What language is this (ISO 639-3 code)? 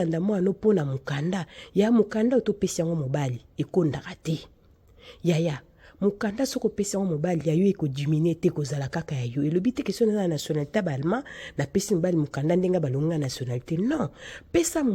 lin